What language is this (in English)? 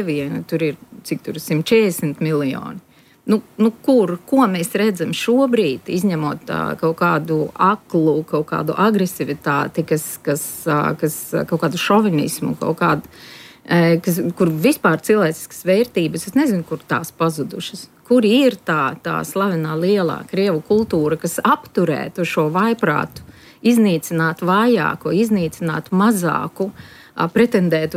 Latvian